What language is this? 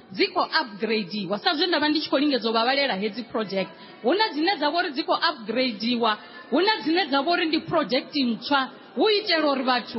Venda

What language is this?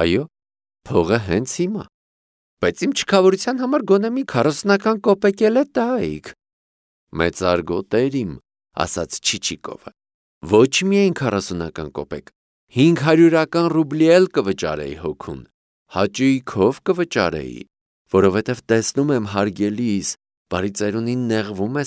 Armenian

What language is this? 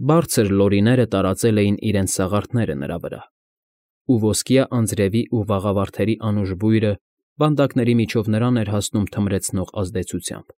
Armenian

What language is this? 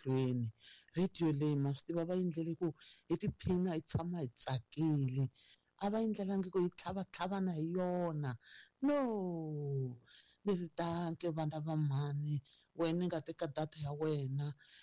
Tsonga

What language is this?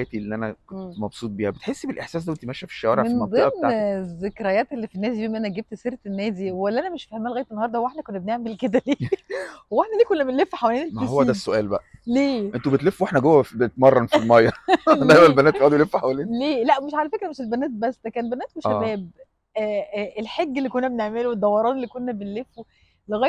Egyptian Arabic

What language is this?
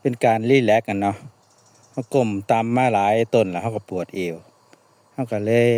Northeastern Thai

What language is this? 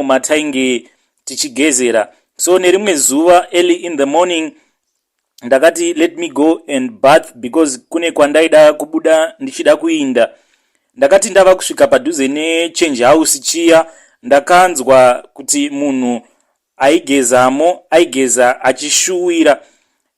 Shona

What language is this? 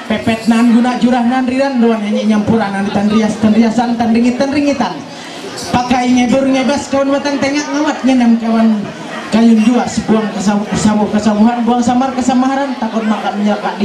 Ma'anyan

